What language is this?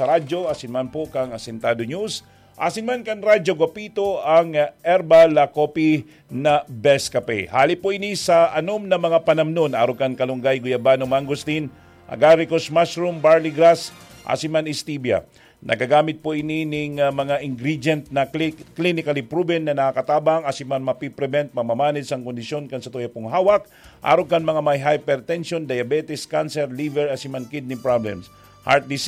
Bikol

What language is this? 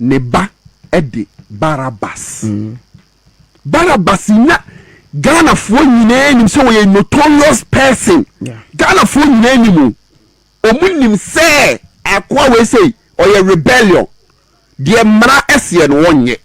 Akan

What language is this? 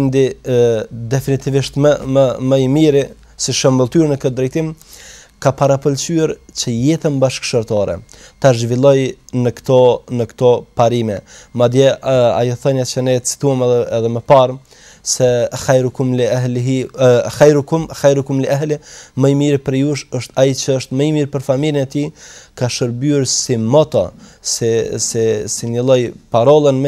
Albanian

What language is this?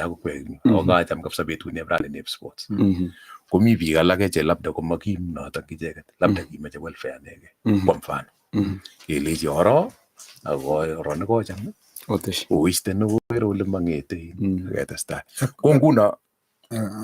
Kalenjin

